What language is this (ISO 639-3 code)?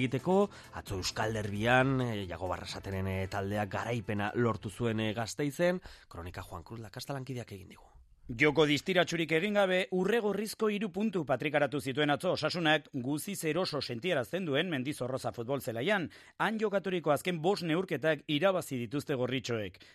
eus